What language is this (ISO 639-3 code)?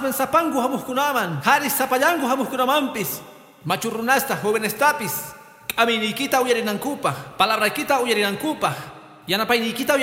que